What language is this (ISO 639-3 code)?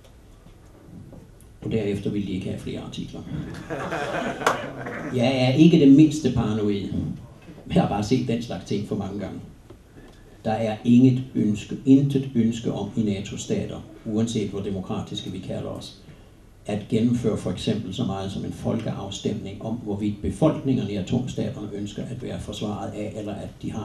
dan